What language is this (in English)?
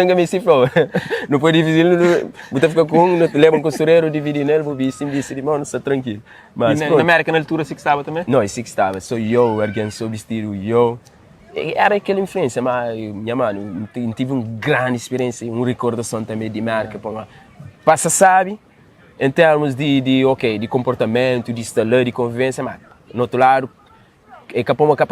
Kabuverdianu